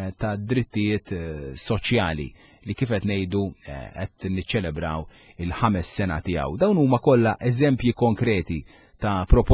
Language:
Maltese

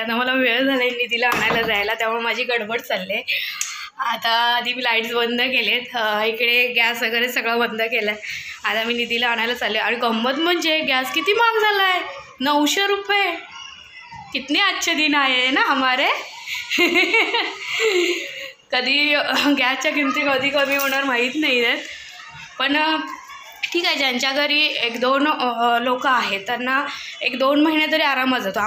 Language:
Marathi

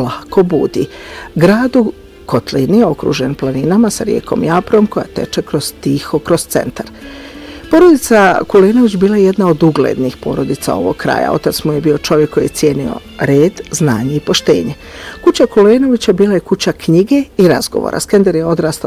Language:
Bosnian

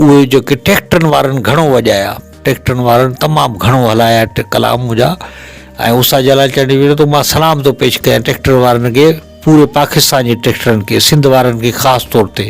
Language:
Sindhi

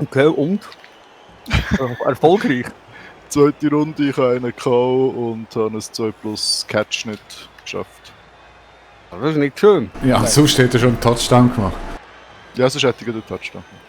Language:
Swiss German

